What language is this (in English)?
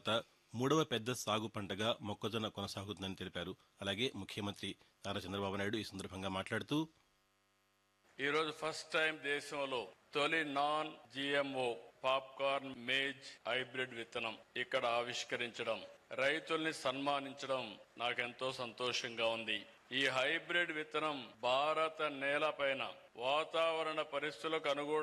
Telugu